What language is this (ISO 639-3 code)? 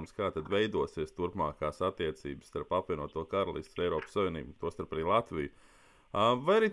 lav